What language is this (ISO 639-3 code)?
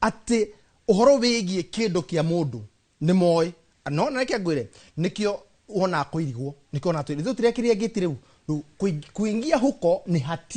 kik